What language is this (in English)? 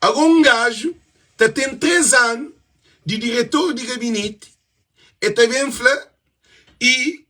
Kabuverdianu